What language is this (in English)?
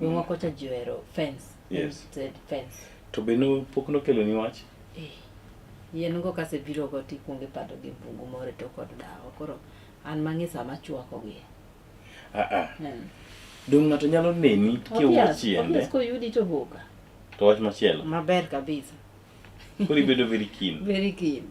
Luo (Kenya and Tanzania)